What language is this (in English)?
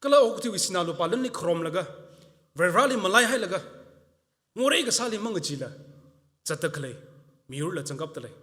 Tangkhul Naga (India)